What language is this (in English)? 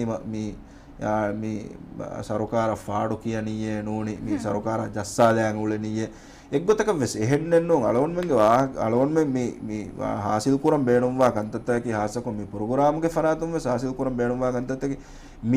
Divehi